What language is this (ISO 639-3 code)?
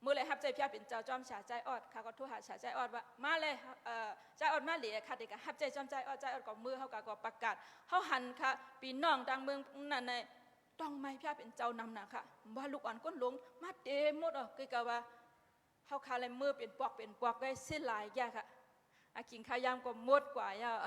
shn